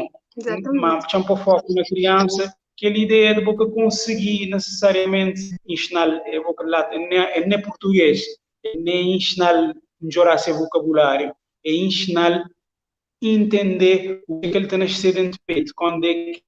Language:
Kabuverdianu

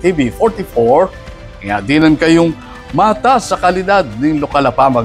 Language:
Pampanga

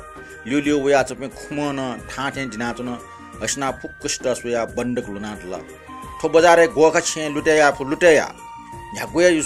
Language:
Newari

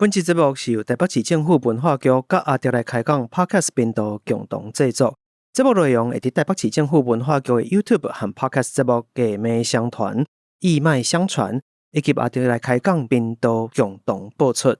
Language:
Min Nan Chinese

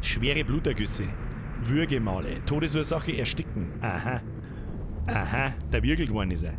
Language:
Bavarian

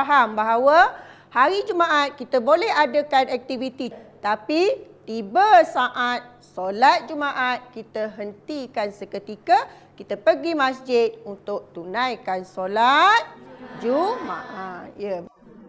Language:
Malay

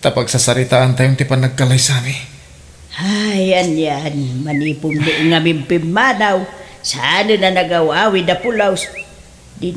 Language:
Iloko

